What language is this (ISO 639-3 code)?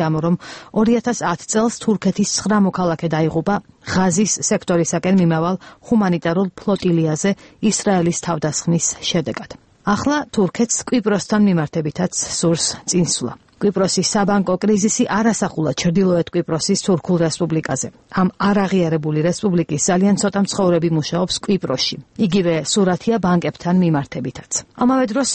kat